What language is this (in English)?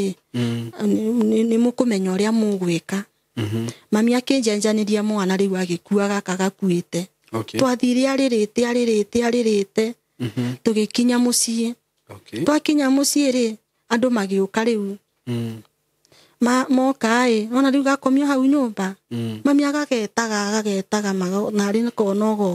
Kikuyu